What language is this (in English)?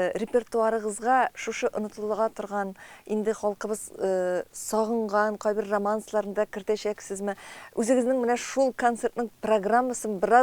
Tatar